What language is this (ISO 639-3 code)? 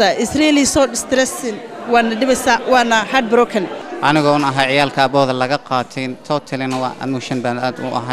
som